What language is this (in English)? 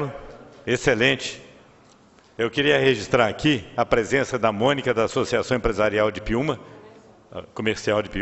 Portuguese